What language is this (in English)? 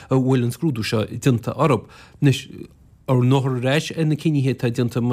Irish